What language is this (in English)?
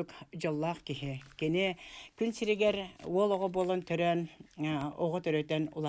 Yakut